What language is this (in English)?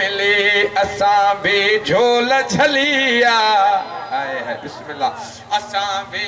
Sindhi